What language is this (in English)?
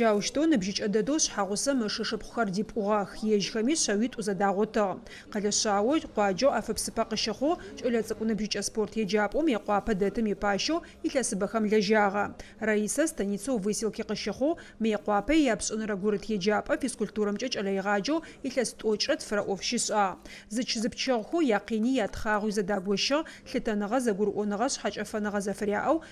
Adyghe